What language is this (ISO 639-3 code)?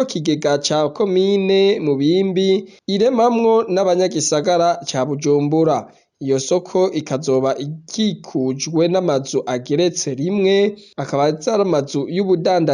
run